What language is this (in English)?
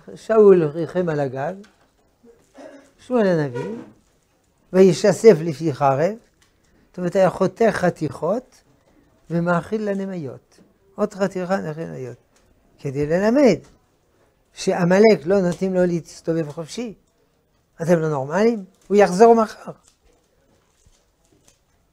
Hebrew